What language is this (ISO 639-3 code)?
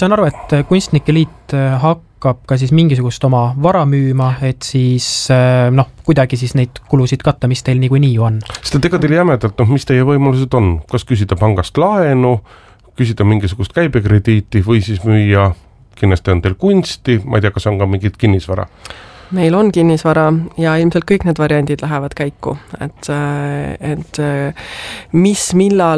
est